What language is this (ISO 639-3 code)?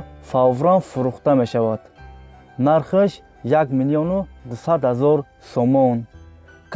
tgk